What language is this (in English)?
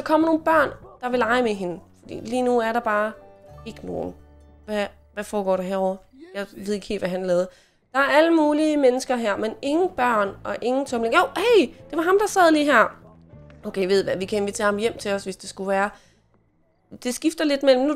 Danish